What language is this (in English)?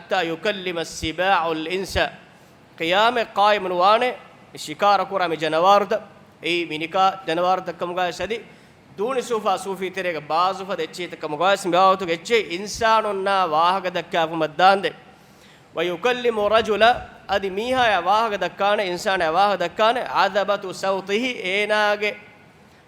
Divehi